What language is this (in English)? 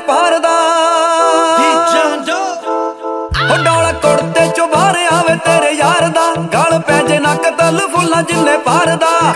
Punjabi